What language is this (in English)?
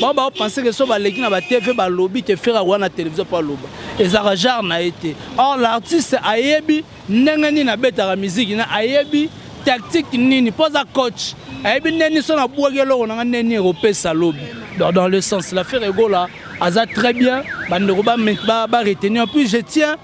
Lingala